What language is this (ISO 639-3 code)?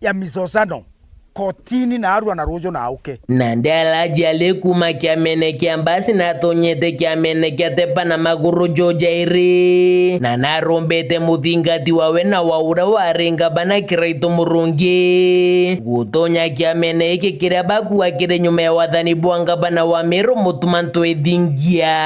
mer